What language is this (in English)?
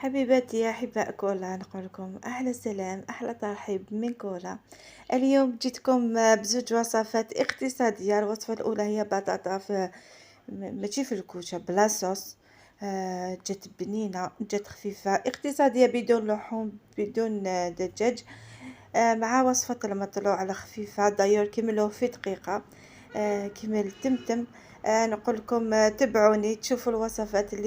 Algerian Arabic